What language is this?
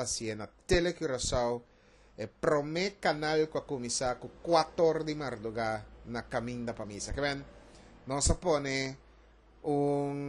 Papiamento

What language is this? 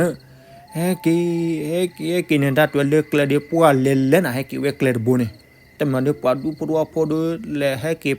S'gaw Karen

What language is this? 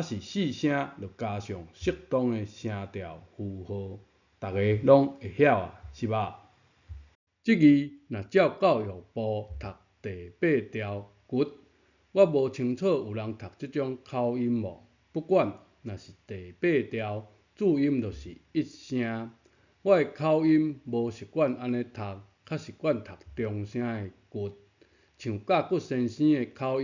Min Nan Chinese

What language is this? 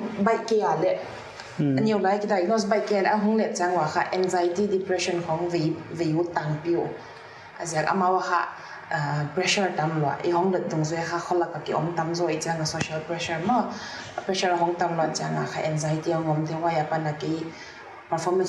Paite Chin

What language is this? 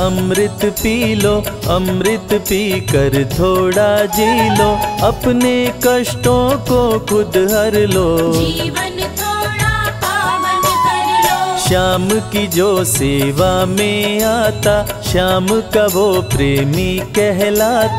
Hindi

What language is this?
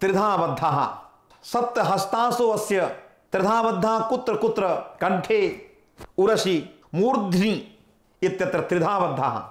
Sanskrit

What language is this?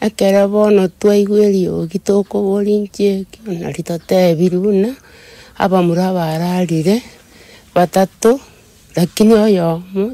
Gusii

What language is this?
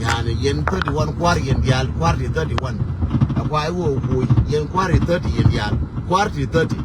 Nuer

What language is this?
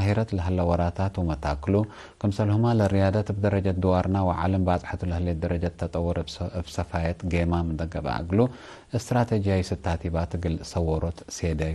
Tigre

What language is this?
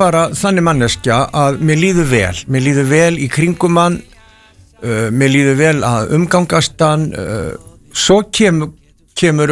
Icelandic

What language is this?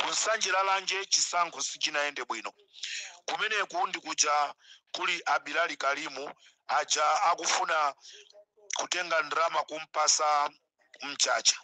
Nyanja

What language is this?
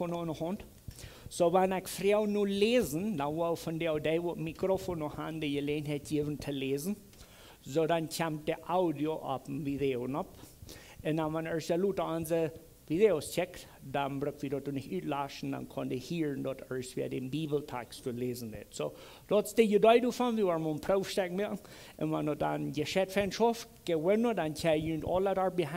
Plautdietsch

